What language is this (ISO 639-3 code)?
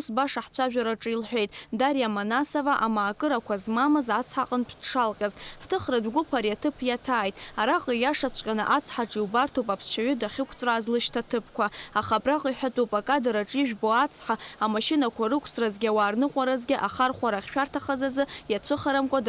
abk